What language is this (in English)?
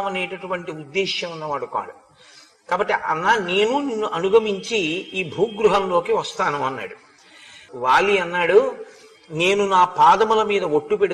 Telugu